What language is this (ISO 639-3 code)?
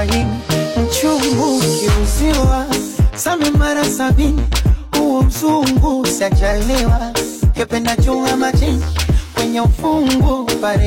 swa